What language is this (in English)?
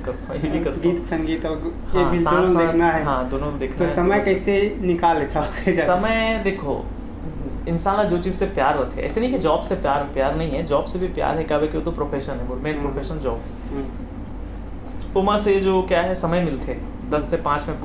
Chhattisgarhi